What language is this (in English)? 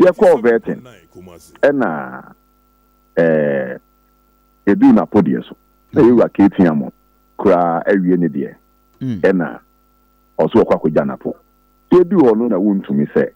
Akan